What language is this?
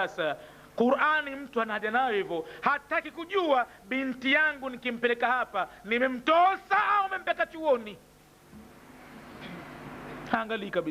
Swahili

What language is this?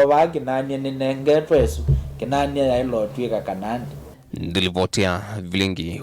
Kamba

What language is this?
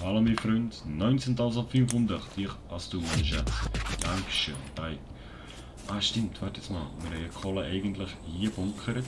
Swiss German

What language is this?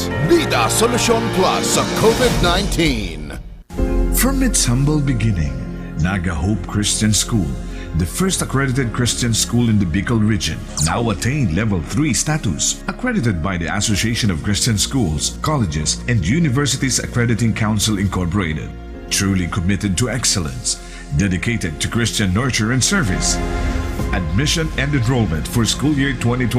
Bikol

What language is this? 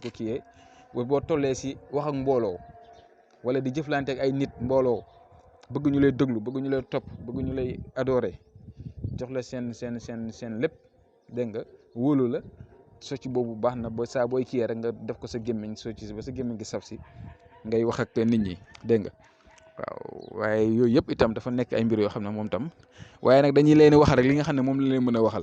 Wolof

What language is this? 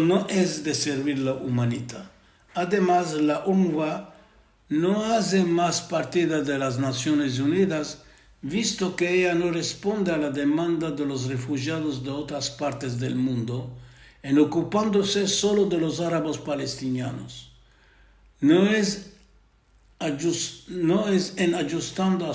Ladino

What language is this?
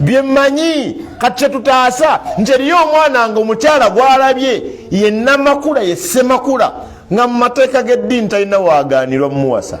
Ganda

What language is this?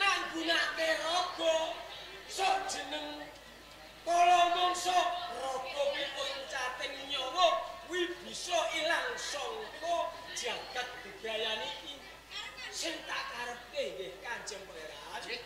Javanese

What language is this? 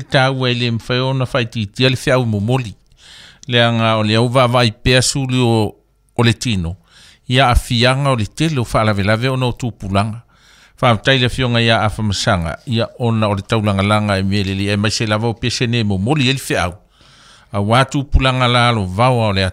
Samoan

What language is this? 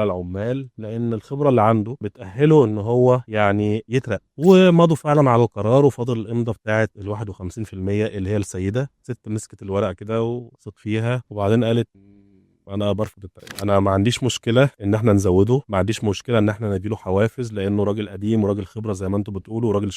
Egyptian Arabic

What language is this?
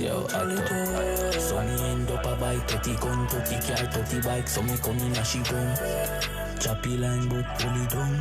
Jamaican Creole English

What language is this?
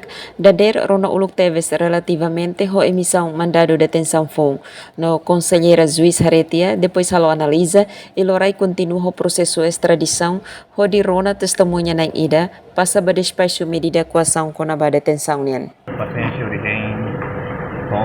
Tetum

